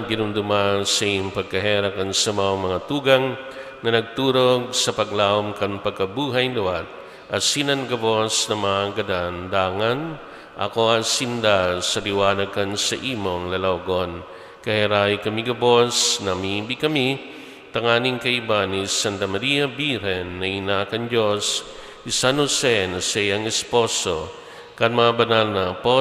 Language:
Bikol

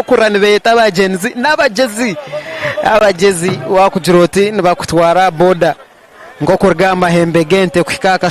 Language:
Nyankole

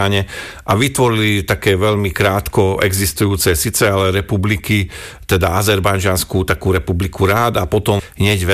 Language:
Slovak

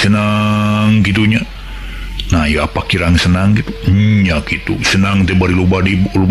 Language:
Sundanese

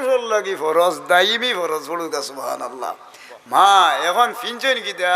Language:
Sylheti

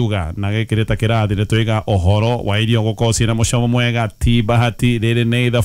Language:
Kikuyu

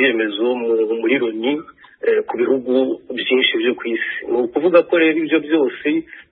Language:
Kinyarwanda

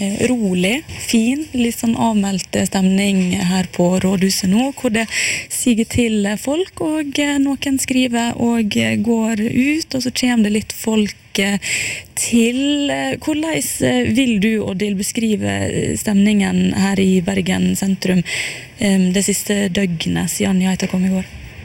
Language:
Norwegian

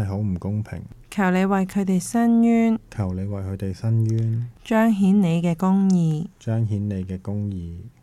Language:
Cantonese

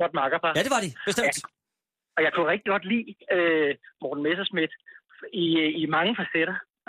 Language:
Danish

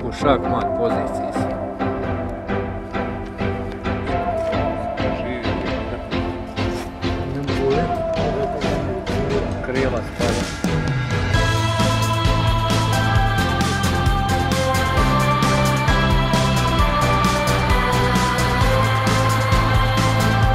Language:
Croatian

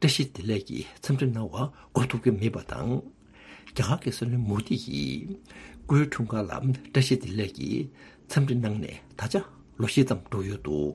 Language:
Tibetan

